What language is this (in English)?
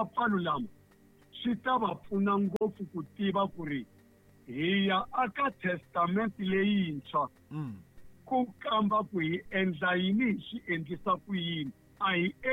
Tsonga